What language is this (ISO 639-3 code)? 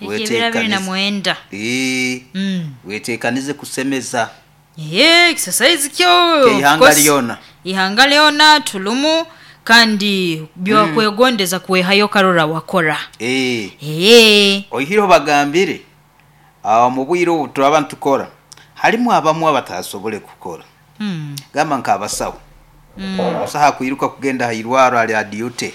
nyo